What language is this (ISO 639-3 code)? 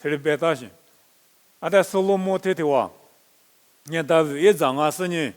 lis